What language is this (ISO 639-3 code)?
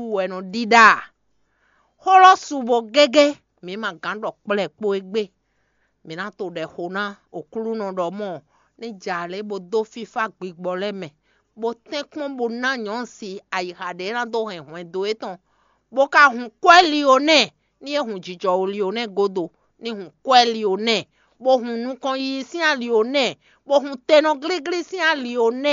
fon